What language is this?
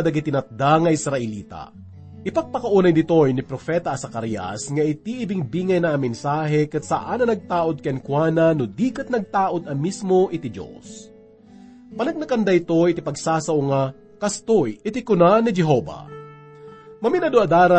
Iloko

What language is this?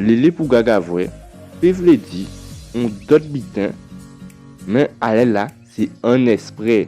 Guadeloupean Creole French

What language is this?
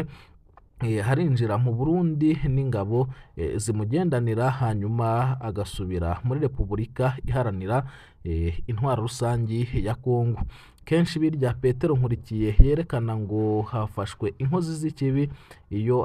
Rundi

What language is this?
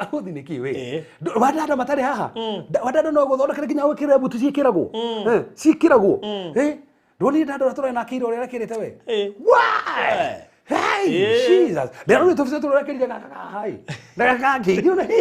Kikuyu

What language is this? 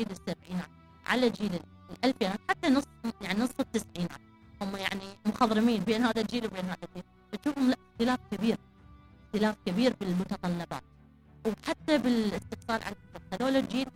Mesopotamian Arabic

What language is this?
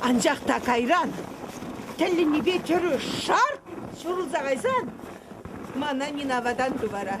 Chuvash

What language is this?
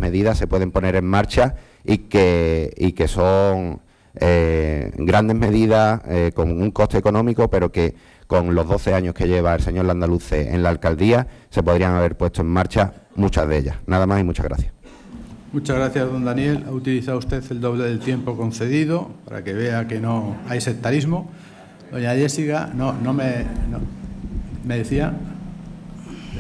Spanish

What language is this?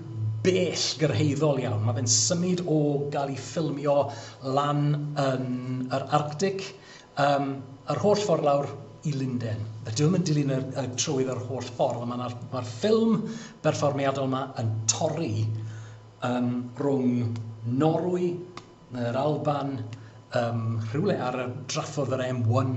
Welsh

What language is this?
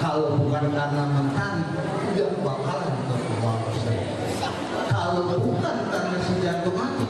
Betawi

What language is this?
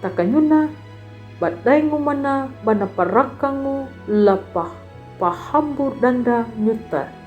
Kambera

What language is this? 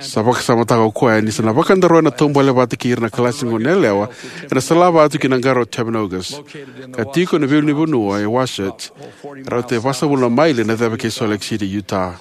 Fijian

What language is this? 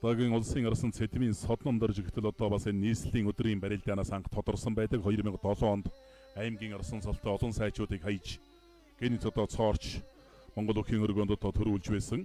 Mongolian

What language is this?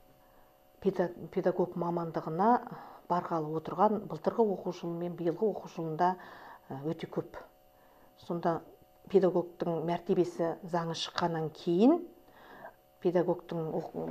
Kazakh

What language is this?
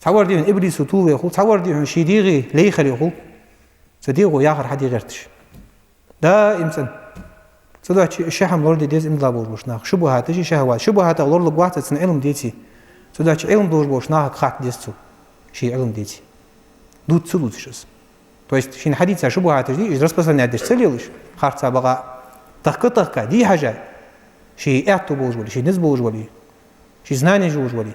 Ingush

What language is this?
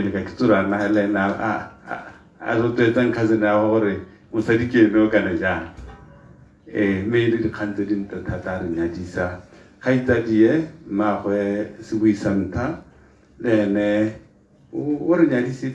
Tswana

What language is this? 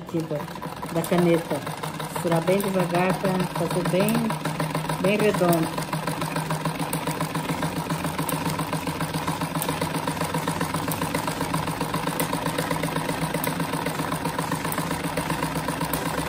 Portuguese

